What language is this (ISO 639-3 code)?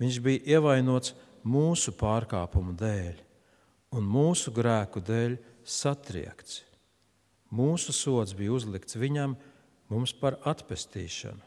lav